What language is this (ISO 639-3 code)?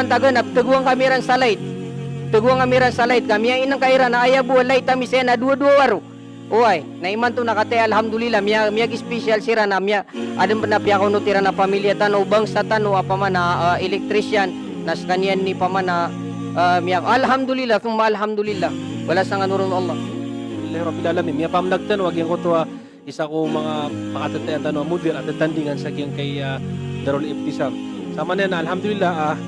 mrw